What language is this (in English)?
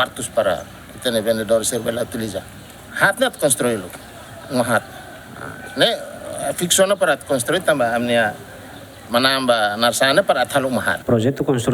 Tetum